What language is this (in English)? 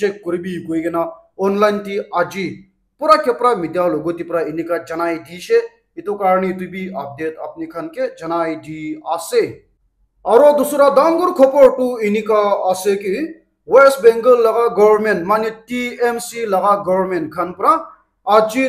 Naga Pidgin